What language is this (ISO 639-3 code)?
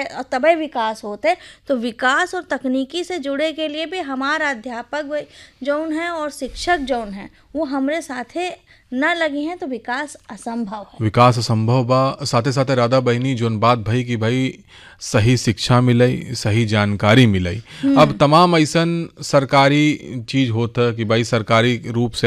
bho